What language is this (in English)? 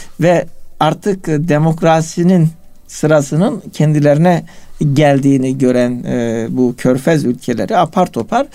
Turkish